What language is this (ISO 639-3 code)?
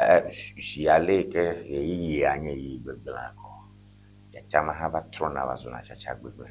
ewe